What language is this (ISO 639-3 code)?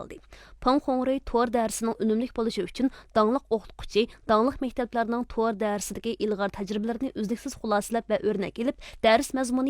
uig